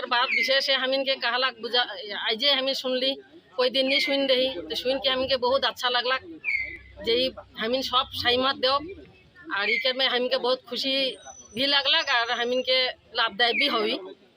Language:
Sadri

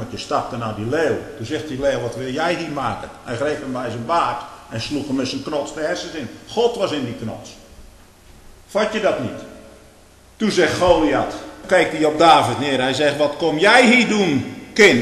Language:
Dutch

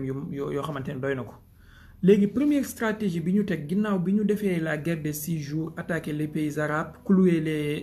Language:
Wolof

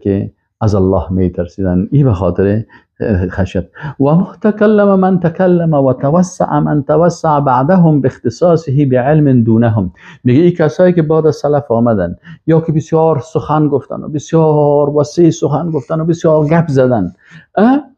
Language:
Persian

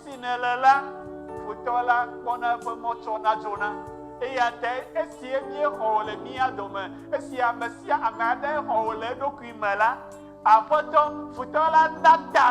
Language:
Ewe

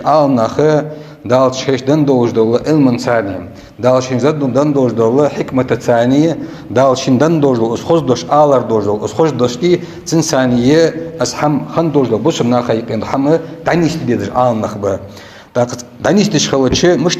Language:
Ingush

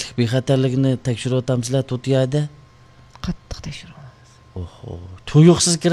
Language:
Uyghur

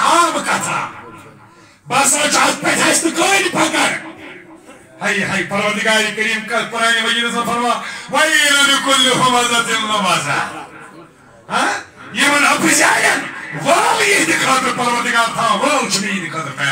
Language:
Kashmiri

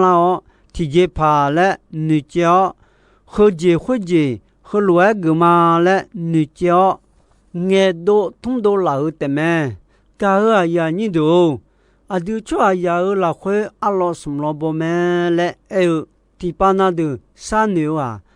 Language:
Akha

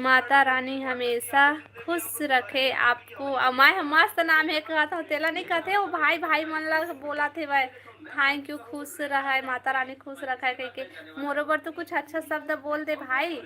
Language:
Chhattisgarhi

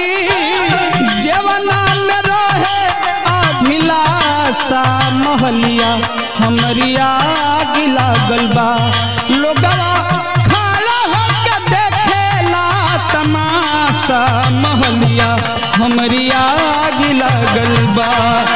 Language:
Bhojpuri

